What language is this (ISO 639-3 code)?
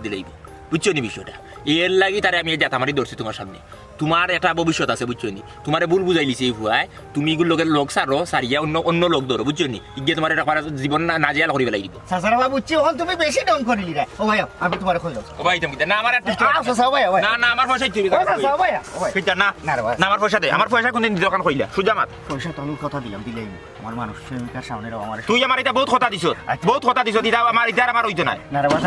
syl